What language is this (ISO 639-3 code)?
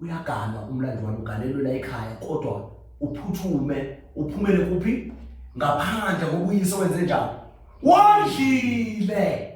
zul